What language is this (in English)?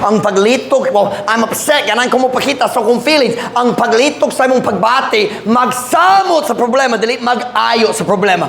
Cebuano